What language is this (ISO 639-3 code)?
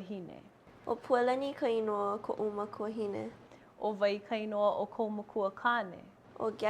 haw